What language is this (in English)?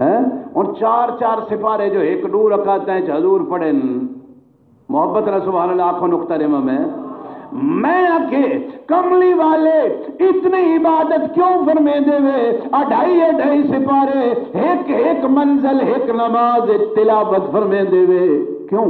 Saraiki